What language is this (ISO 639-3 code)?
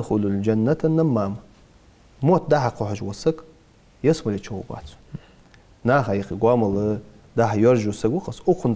inh